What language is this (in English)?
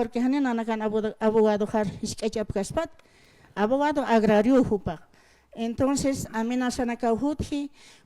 Aymara